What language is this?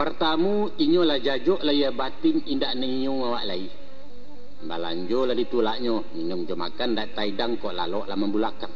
Minangkabau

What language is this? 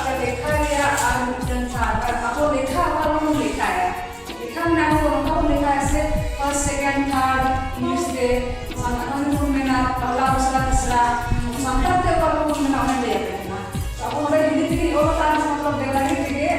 Santali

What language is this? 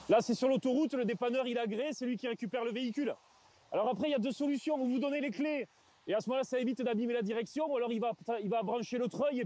French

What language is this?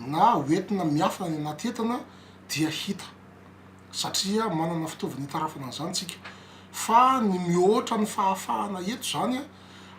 Malagasy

